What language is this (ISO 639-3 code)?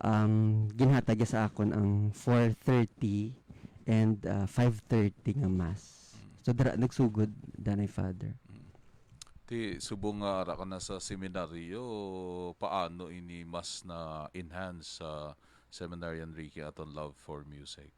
hil